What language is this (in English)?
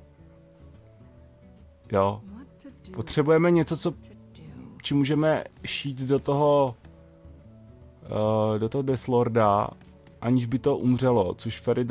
Czech